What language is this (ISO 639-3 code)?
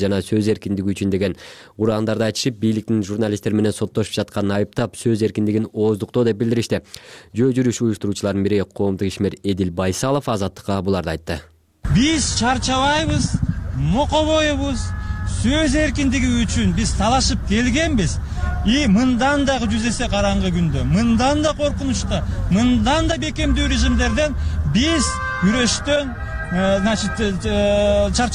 kir